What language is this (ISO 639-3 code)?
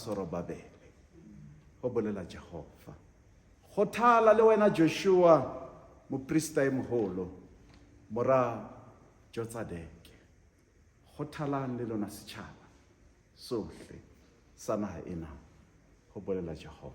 sot